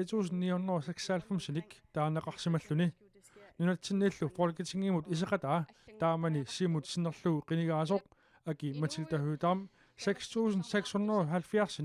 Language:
Kalaallisut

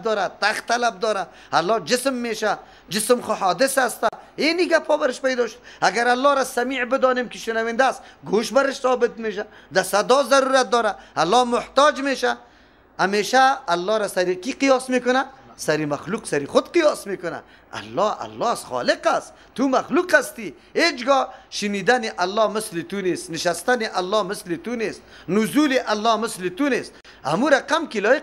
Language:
Persian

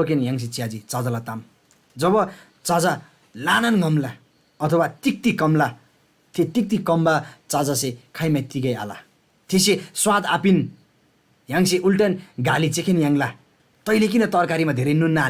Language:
Eastern Tamang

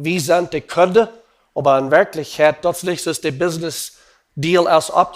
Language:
Plautdietsch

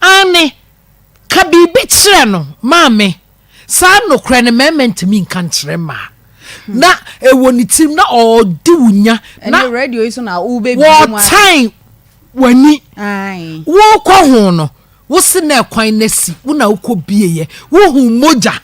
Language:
Akan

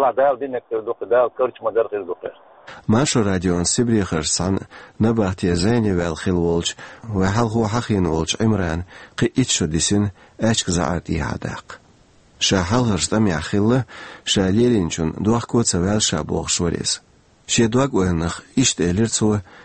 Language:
Chechen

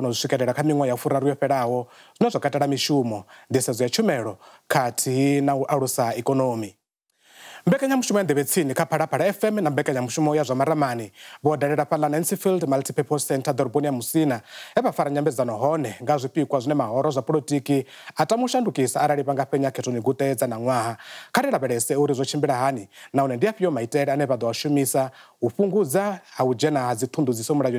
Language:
Venda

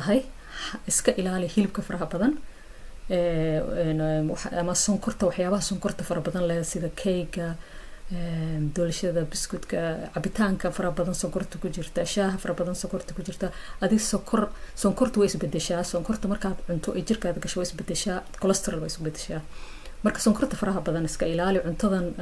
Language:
Somali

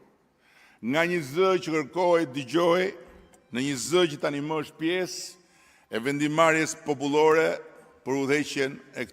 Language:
Albanian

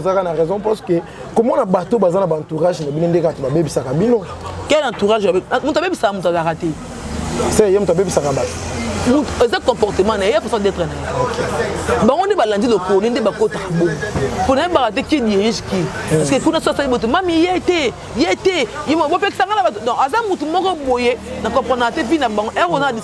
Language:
Lingala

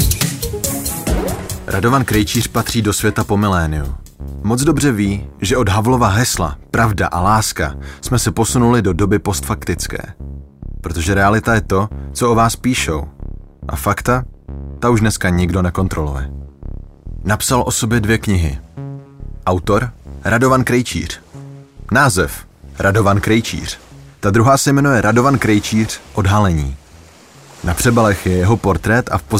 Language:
Czech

